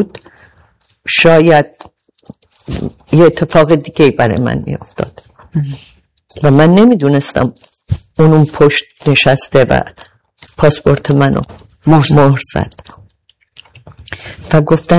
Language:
Persian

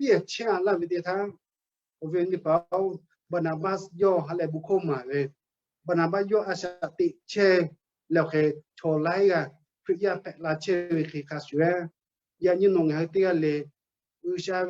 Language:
Lahu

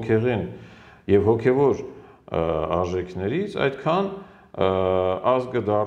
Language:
Armenian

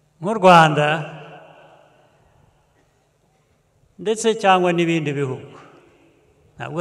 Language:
Kinyarwanda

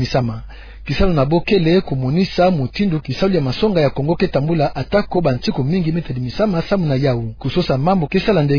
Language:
Kituba (Democratic Republic of Congo)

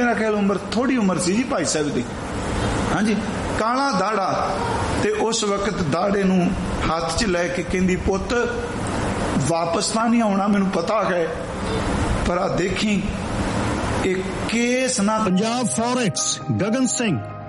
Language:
Punjabi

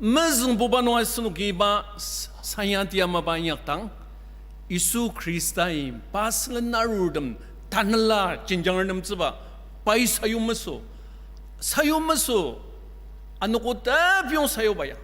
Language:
Ao Naga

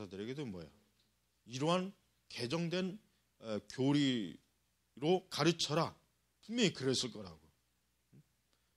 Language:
Korean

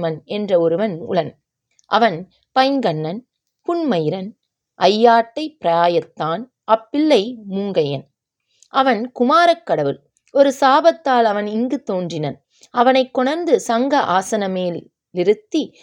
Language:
Tamil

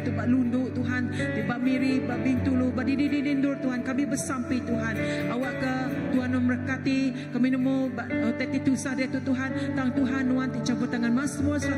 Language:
Iban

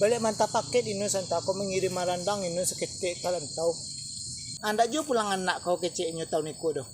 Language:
Minangkabau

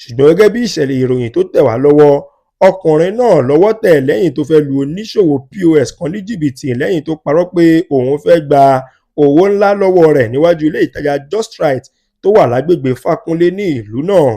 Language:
Yoruba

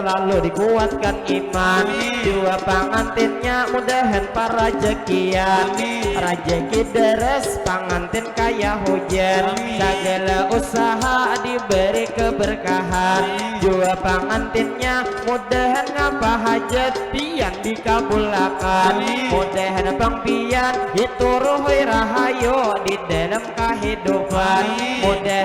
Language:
Banjar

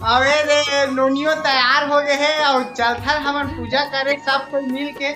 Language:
Chhattisgarhi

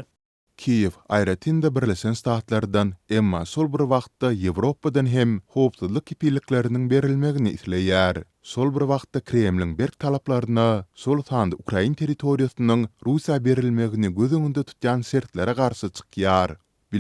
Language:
Turkmen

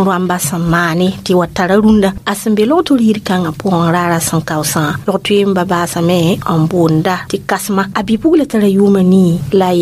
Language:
Mossi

